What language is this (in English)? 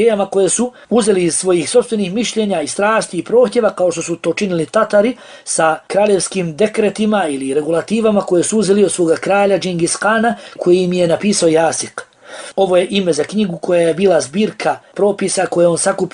Bosnian